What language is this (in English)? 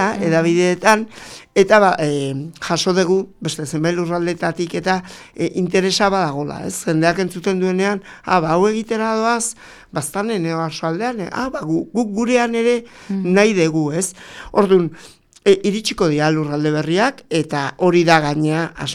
Basque